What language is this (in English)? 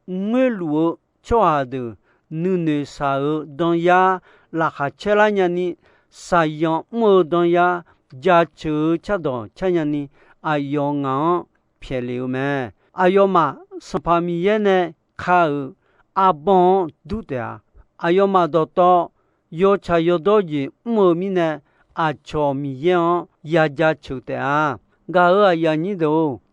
Akha